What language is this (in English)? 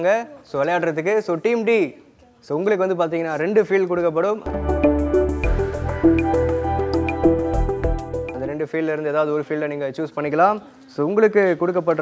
Tamil